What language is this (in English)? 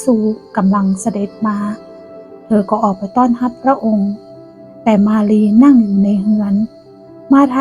Northern Thai